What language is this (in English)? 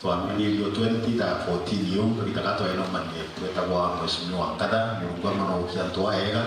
Meru